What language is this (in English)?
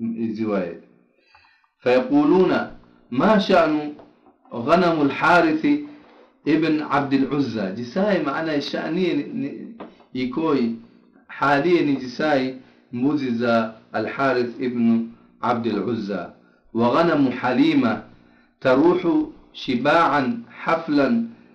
Swahili